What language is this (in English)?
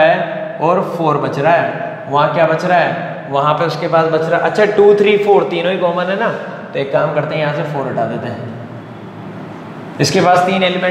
Hindi